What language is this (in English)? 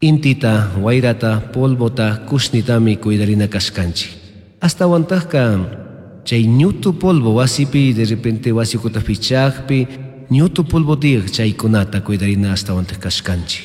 Chimborazo Highland Quichua